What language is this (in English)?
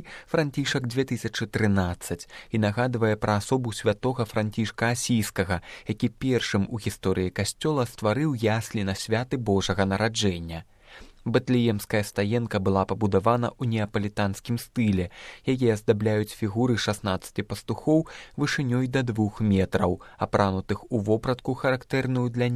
Belarusian